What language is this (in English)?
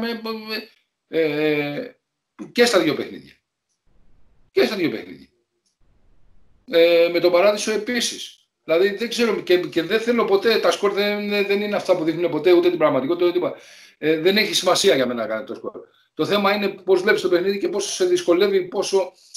Greek